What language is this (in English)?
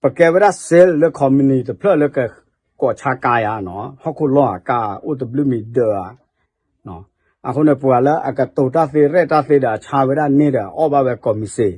S'gaw Karen